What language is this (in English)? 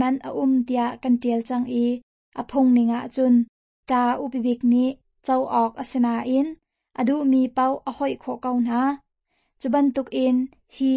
Hakha Chin